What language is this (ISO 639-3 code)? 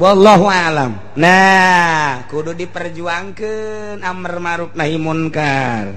sun